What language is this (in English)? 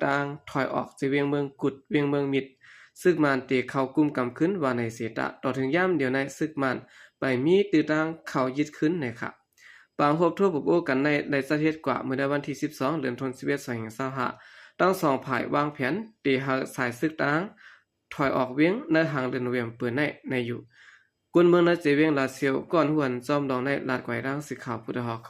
Shan